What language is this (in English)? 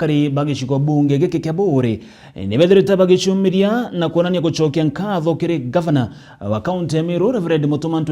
Meru